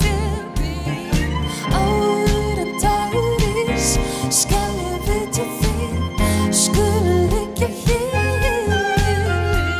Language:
Icelandic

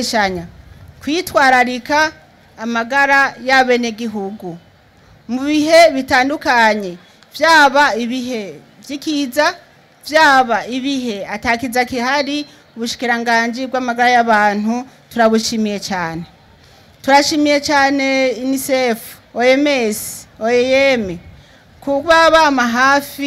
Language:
Rundi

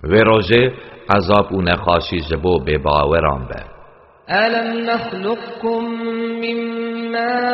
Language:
Kurdish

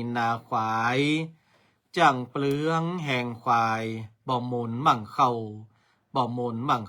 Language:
Northern Thai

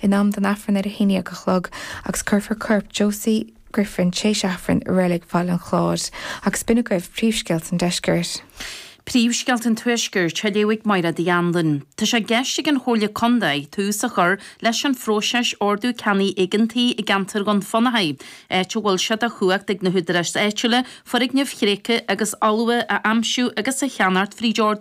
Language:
Irish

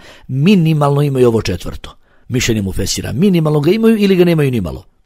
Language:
Bosnian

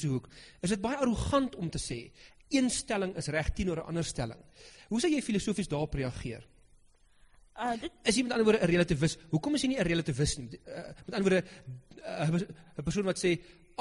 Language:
Afrikaans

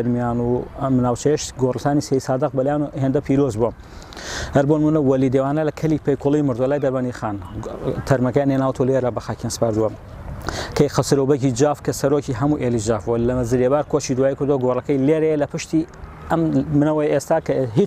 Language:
Central Kurdish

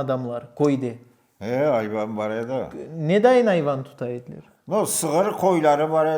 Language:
Crimean Tatar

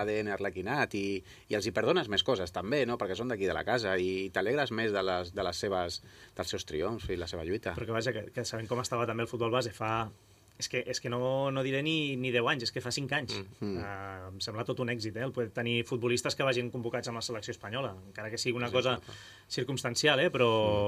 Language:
Catalan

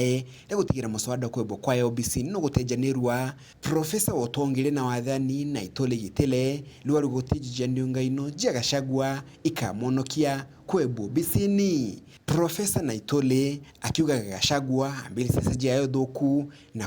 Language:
Meru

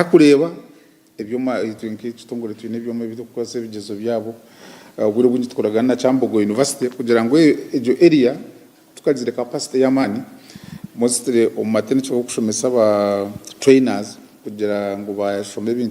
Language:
Nyankole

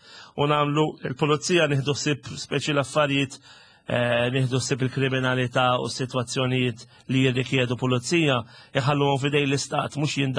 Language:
Maltese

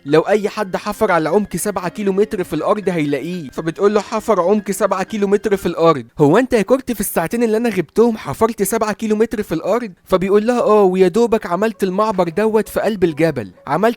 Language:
Egyptian Arabic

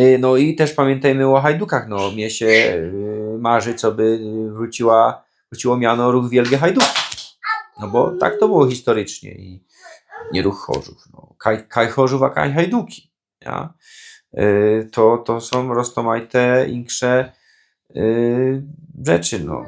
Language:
Silesian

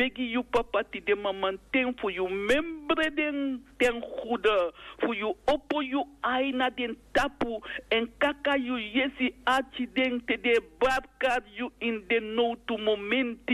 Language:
Sranan Tongo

